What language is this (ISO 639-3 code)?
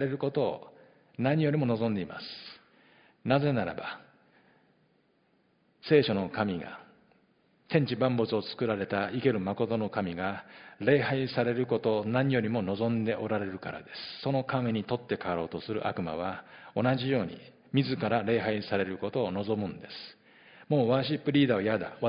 jpn